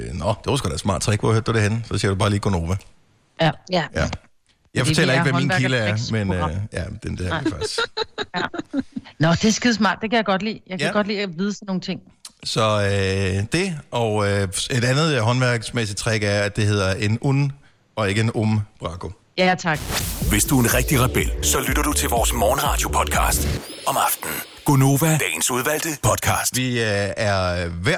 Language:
Danish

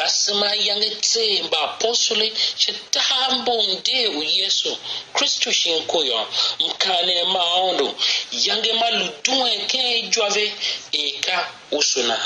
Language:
Tiv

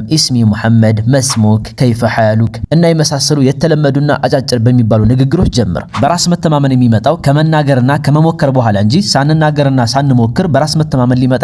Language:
Amharic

